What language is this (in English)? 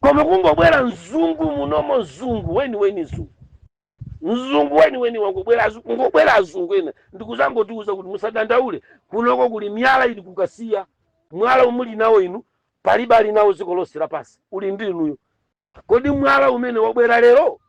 Nyanja